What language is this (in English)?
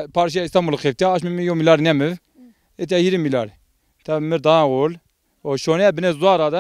Zaza